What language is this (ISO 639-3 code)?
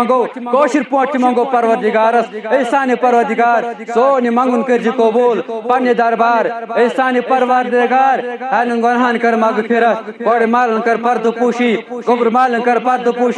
kas